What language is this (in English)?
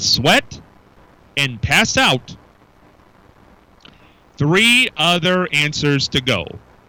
English